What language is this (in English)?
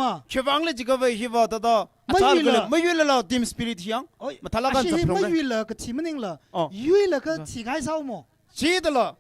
Tangkhul Naga (India)